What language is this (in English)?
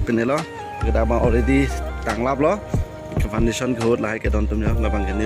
Karbi